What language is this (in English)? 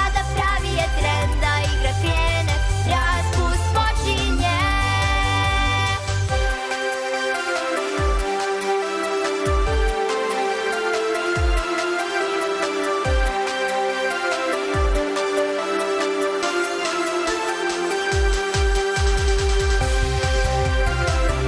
Serbian